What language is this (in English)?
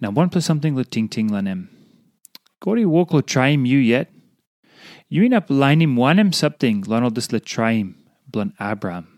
Tok Pisin